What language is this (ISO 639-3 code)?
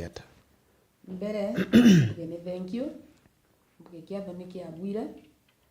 mer